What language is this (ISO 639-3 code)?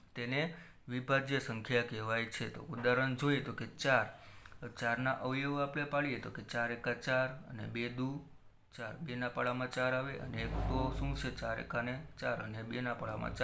guj